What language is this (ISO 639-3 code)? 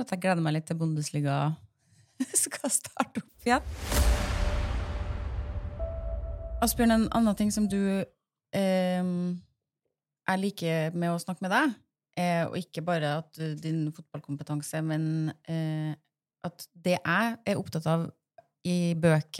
nor